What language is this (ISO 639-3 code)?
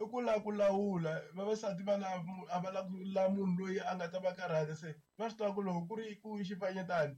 tso